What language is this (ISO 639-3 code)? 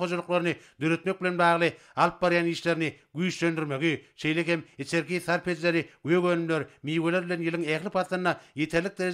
tuk